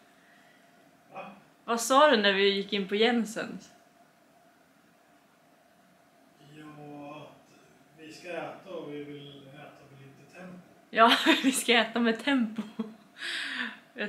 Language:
Swedish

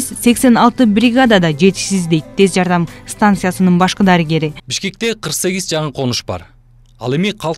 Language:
Kyrgyz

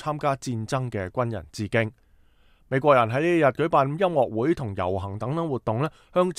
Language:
Cantonese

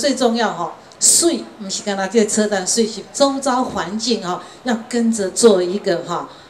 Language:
Chinese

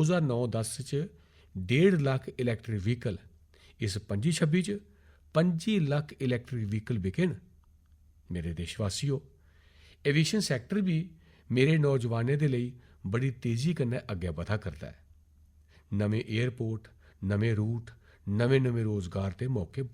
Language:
Dogri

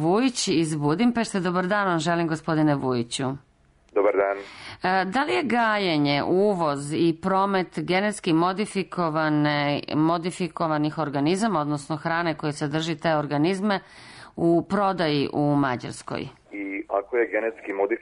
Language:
Serbian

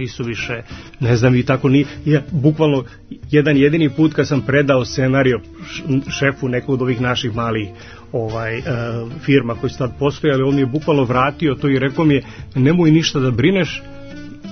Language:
Serbian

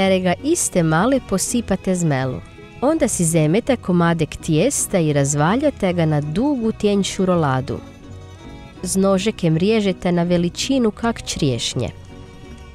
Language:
Croatian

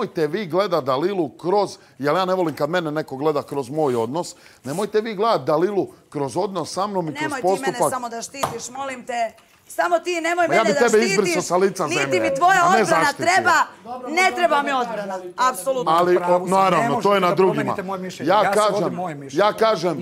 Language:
Bosnian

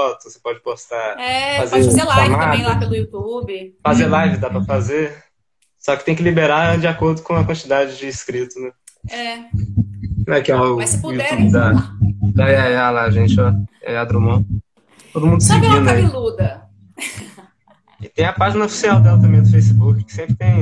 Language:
Portuguese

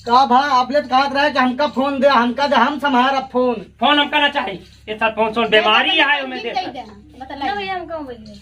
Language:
Awadhi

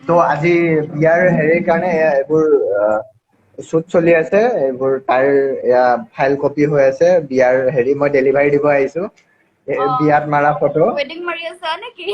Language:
Assamese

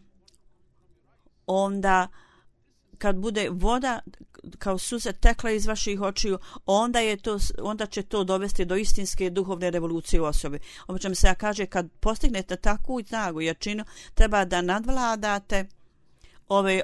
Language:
Bosnian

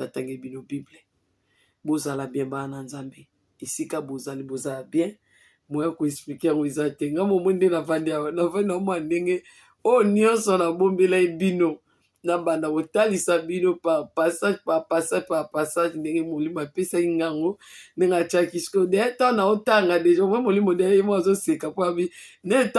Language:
Lingala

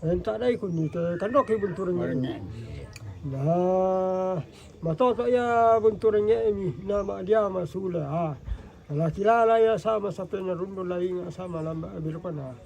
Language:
Toraja-Sa'dan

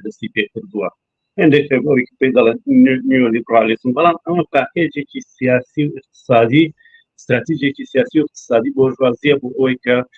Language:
Central Kurdish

